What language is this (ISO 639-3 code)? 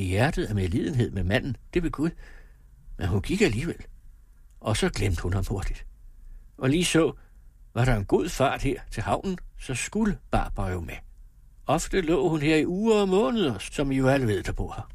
dan